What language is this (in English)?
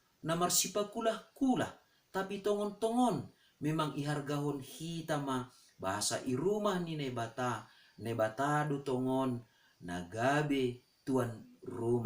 Batak Simalungun